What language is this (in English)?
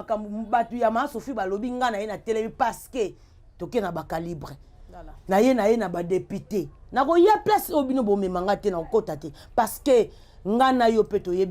Lingala